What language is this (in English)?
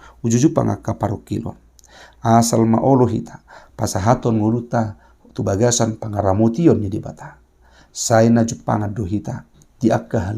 Batak Toba